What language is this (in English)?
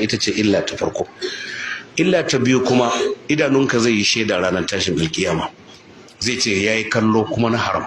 Hausa